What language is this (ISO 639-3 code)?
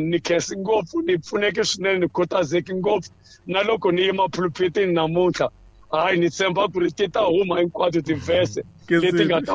tso